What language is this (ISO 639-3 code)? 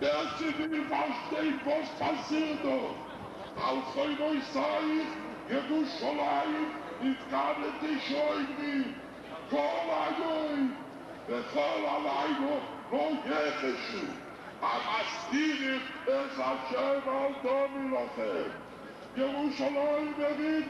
yid